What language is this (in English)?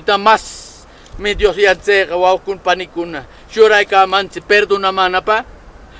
Southern Conchucos Ancash Quechua